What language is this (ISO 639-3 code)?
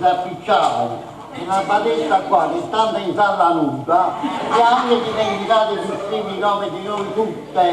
nap